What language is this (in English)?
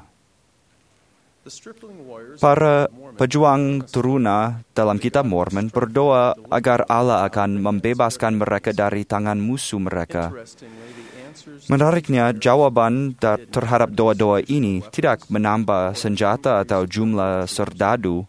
Indonesian